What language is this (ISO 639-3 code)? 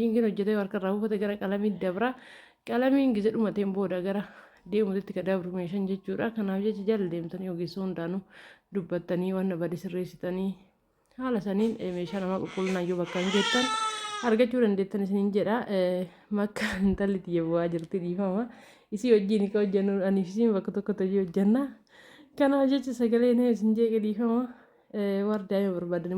orm